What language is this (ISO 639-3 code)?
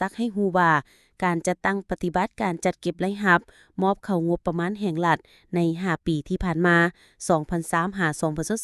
lao